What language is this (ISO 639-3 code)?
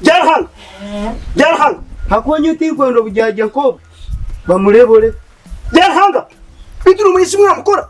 nyn